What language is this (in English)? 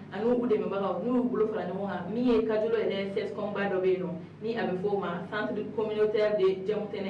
Bambara